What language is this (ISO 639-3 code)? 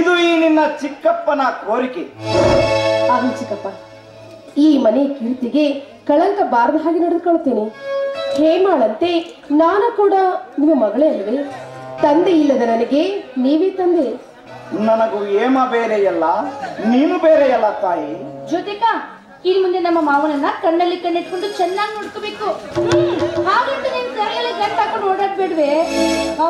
kan